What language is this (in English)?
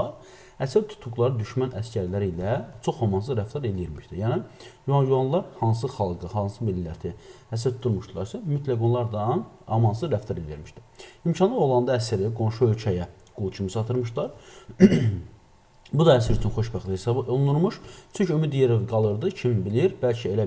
Azerbaijani